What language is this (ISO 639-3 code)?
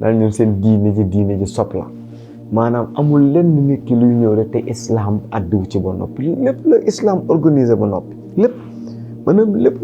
wol